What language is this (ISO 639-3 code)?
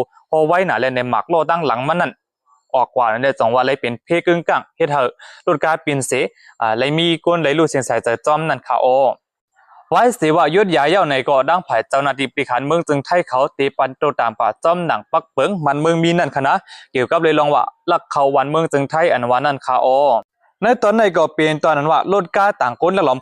shn